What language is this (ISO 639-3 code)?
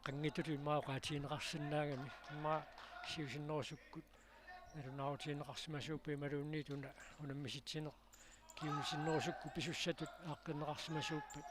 kal